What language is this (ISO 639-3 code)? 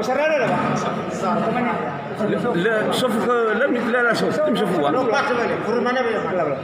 nia